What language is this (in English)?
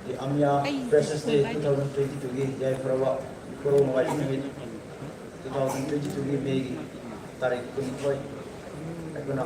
Manipuri